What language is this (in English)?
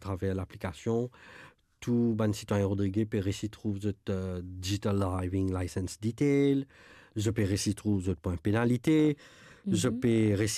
Morisyen